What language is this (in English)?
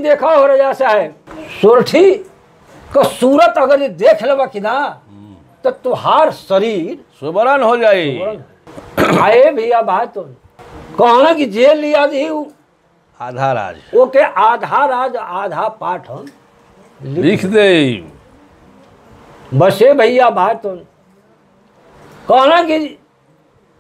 Bhojpuri